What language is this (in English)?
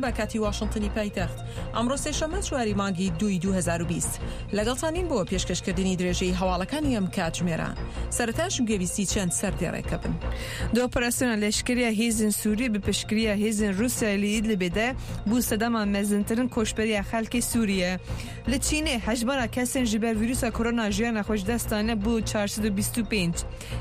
Central Kurdish